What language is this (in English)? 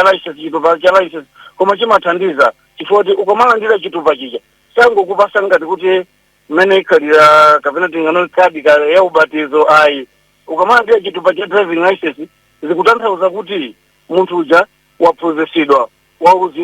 Nyanja